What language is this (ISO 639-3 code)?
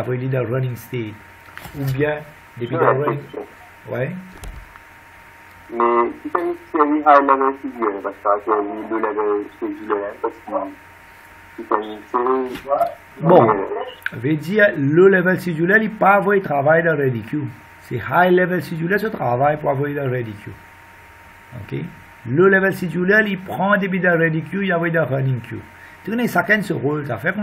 fra